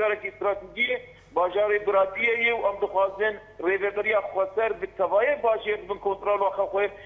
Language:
Kurdish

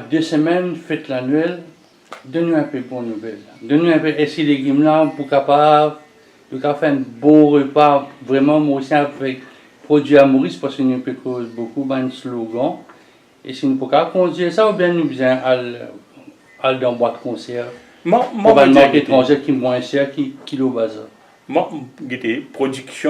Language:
Morisyen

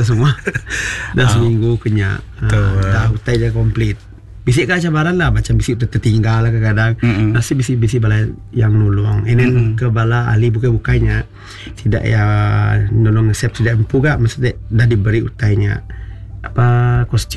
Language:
Iban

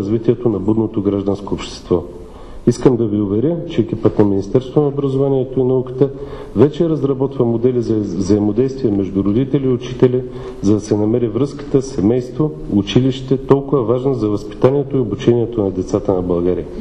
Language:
Bulgarian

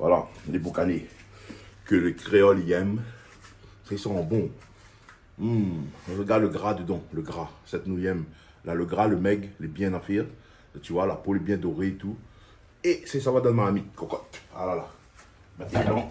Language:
Réunion Creole French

